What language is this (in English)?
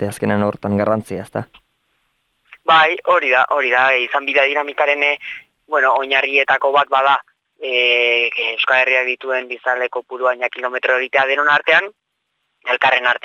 Basque